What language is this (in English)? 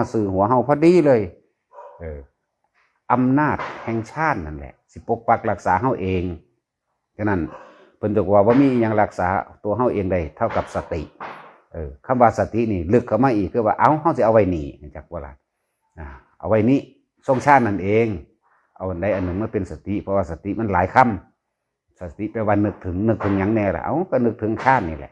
Northeastern Thai